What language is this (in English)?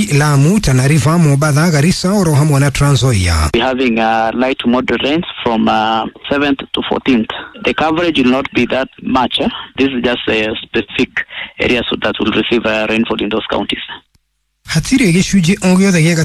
Kikuyu